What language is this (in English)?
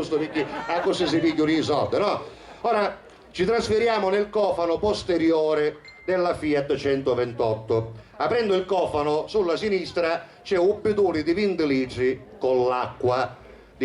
Sicilian